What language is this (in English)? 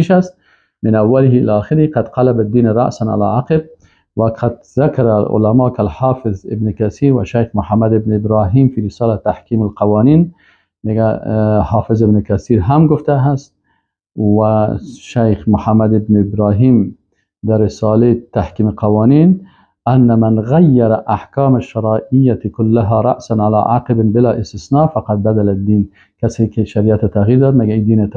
Persian